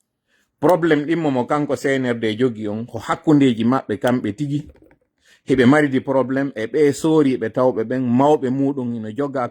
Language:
Pular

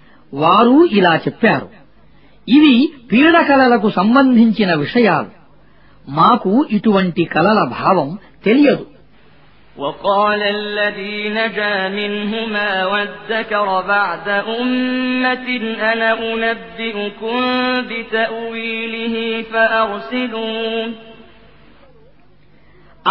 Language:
Telugu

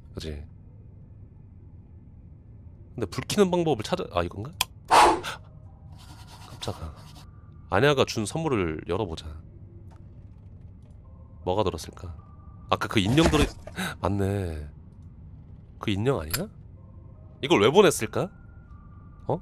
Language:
Korean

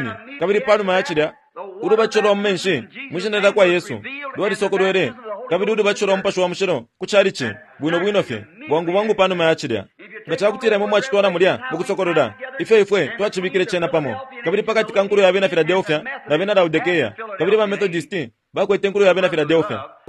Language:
Bemba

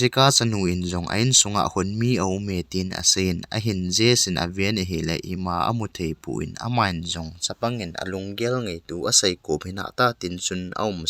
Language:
Thado Chin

